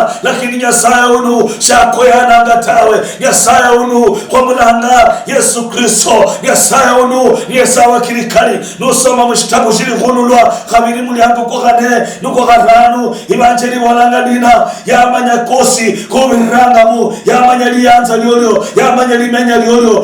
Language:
Luyia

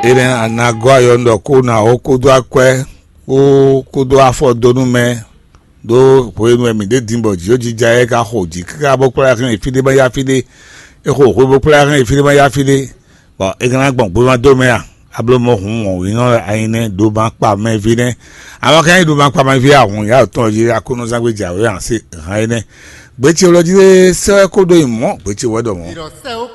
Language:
Fon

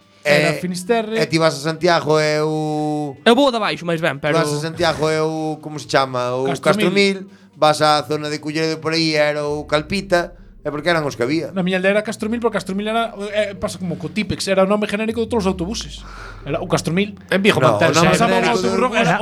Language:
Galician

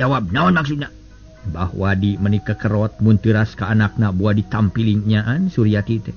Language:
Sundanese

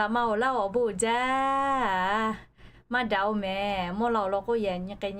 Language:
Lahu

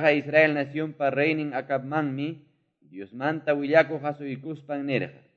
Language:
Quechua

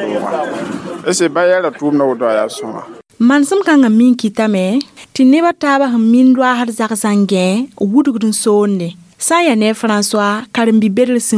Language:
Mossi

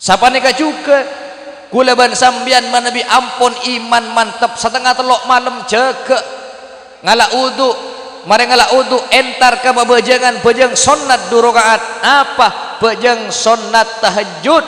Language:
Madurese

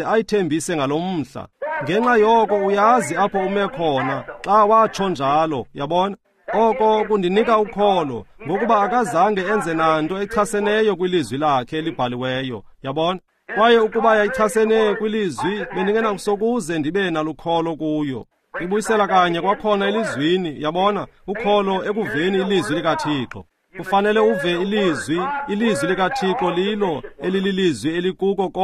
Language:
Xhosa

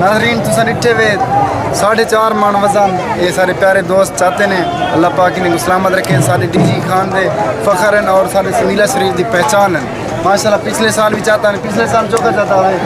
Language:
Saraiki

